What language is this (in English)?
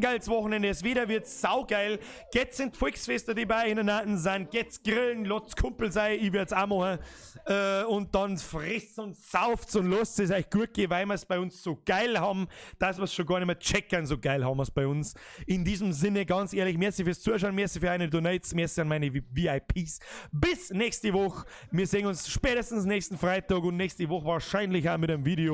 Bavarian